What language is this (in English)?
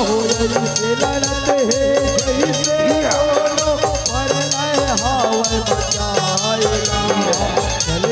Chhattisgarhi